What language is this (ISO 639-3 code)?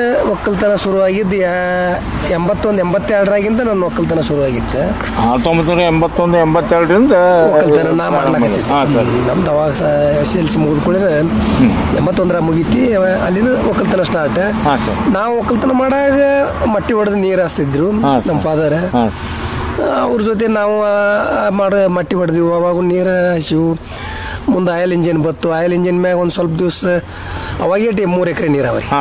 kan